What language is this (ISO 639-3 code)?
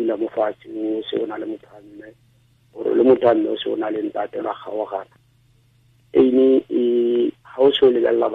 tsn